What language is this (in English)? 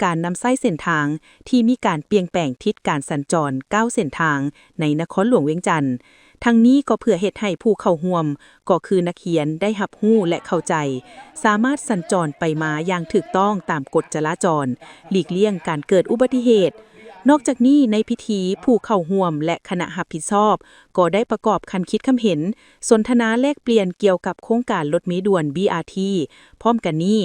Lao